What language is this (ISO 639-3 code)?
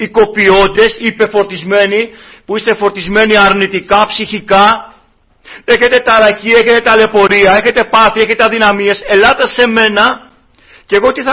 ell